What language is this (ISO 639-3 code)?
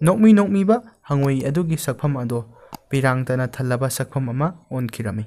mni